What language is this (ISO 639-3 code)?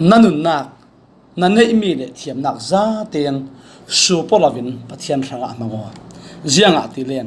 cfm